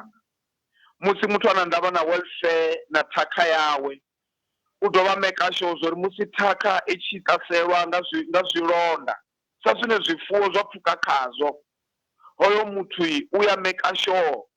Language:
Venda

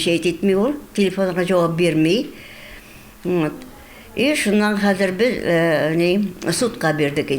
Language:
Tatar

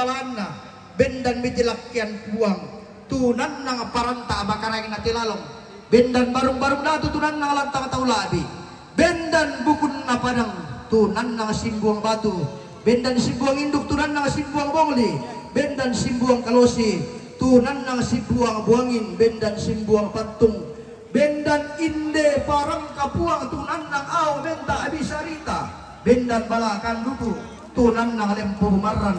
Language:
Toraja-Sa'dan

